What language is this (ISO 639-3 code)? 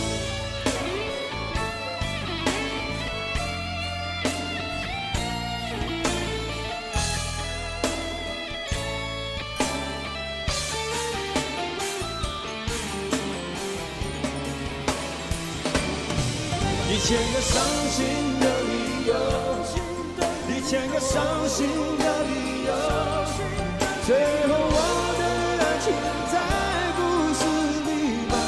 zho